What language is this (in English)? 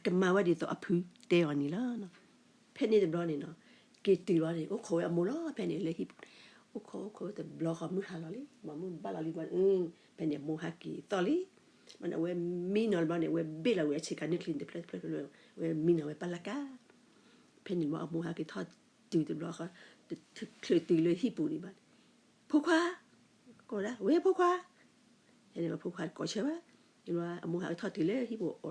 S'gaw Karen